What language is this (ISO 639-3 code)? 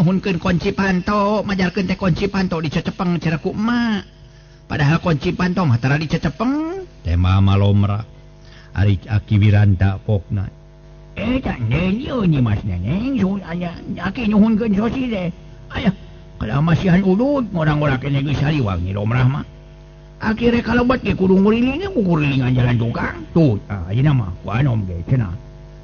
sun